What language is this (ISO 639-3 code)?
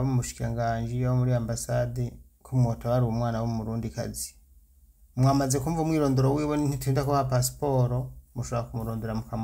run